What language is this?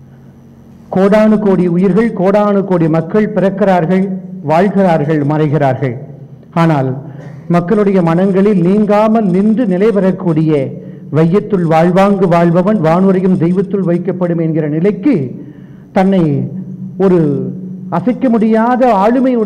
Tamil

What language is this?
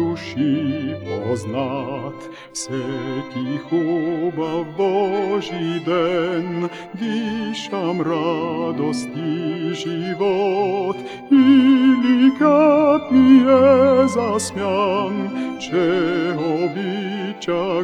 Bulgarian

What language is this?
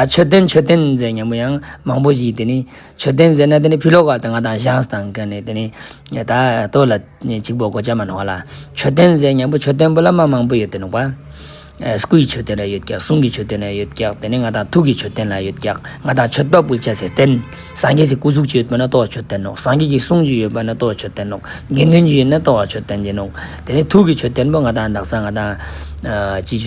Ladakhi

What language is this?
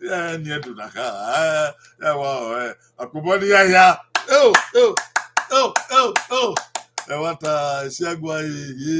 Bini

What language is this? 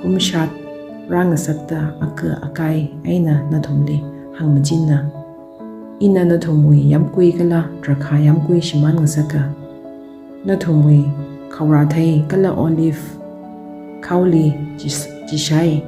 Tangkhul Naga (India)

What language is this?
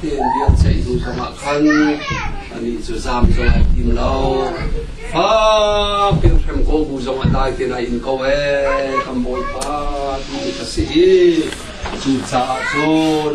Hakha Chin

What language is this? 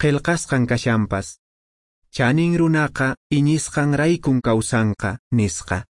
Quechua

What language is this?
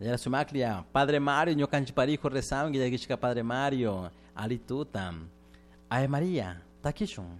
Chimborazo Highland Quichua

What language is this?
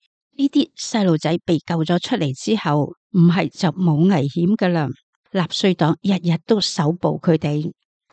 Cantonese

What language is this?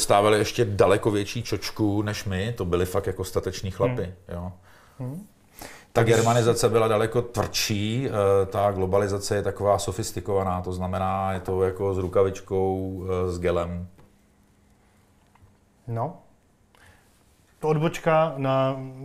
Czech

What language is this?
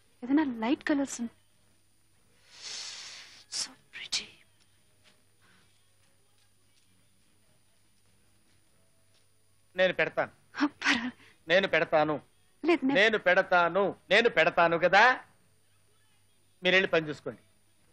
Telugu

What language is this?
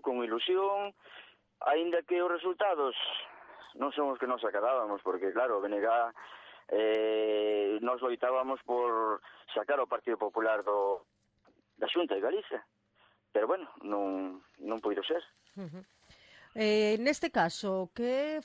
Galician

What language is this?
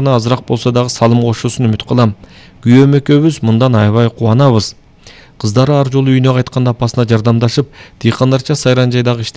Kyrgyz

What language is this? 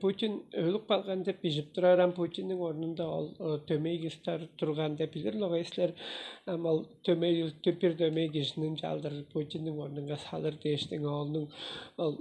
Tuvinian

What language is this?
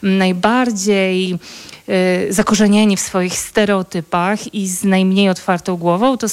Polish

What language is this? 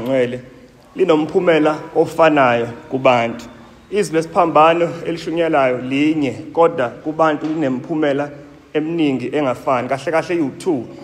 Zulu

